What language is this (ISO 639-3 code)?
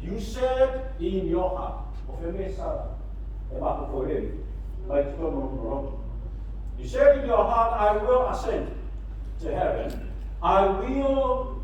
smo